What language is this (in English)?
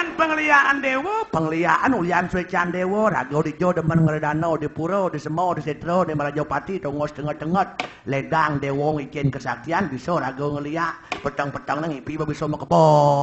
Balinese